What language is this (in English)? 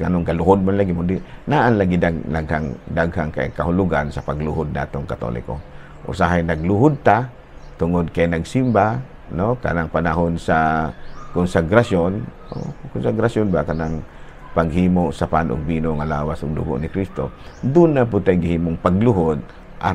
Cebuano